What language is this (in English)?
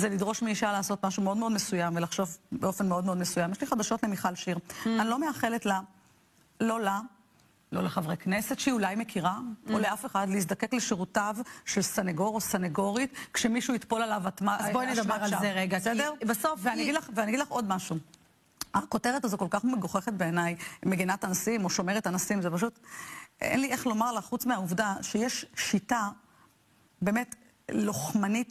Hebrew